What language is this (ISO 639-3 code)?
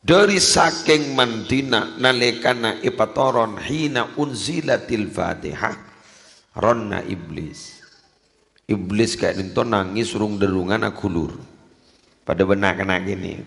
mad